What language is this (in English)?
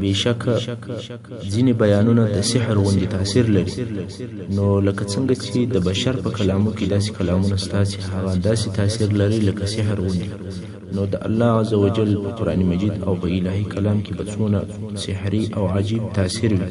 Pashto